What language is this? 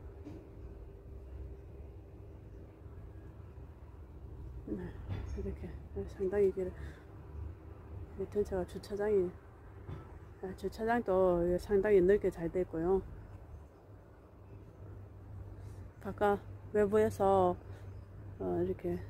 Korean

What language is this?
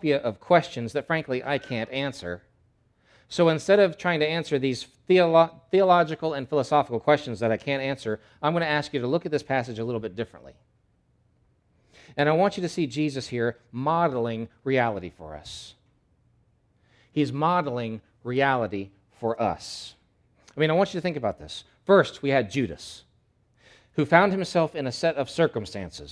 English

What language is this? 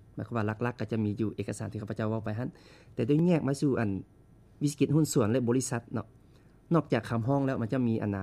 Lao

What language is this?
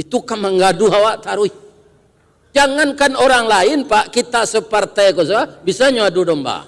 Minangkabau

